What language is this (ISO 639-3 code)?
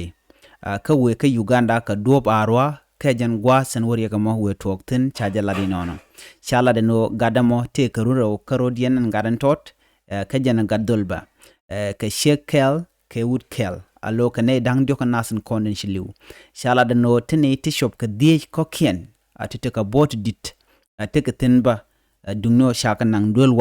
nus